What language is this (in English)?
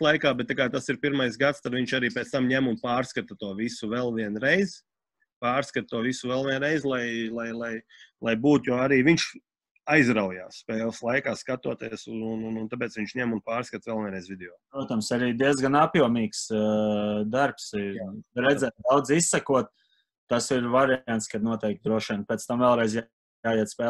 Latvian